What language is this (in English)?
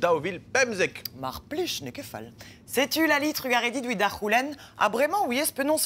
Breton